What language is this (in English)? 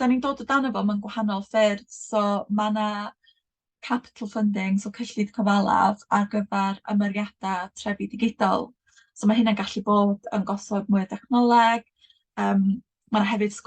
Welsh